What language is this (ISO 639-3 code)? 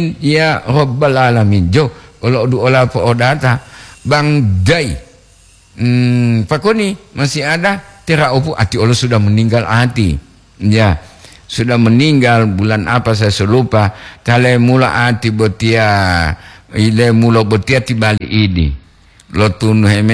gor